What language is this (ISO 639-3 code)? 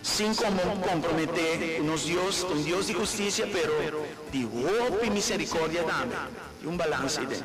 pap